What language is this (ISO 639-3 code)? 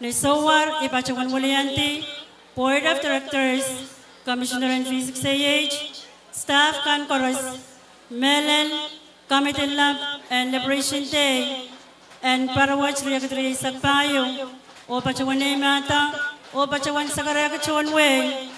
pon